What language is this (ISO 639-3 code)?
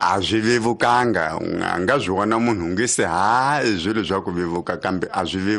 tso